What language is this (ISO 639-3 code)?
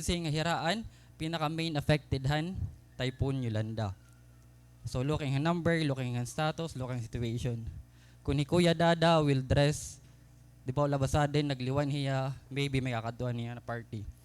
war